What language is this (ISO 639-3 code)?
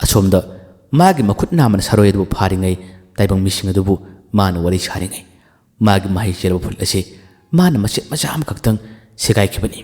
mni